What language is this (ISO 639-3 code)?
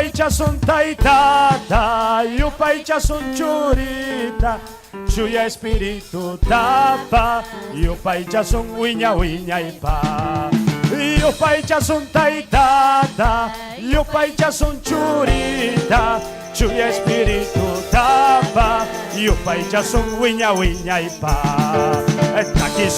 quy